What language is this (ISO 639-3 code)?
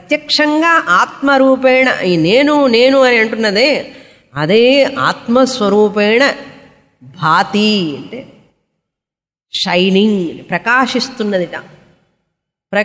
tel